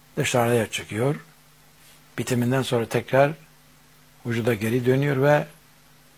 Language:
Turkish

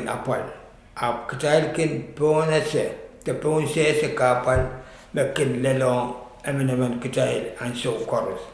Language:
Pohnpeian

